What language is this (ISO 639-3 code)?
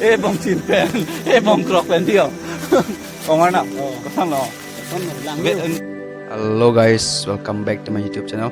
mjw